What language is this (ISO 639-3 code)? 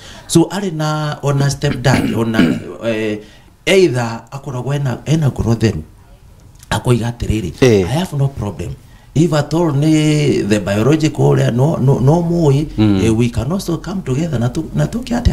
kik